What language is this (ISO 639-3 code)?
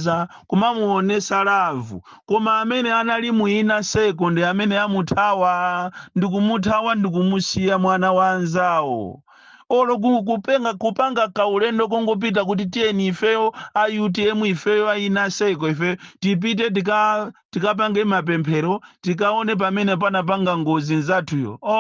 nya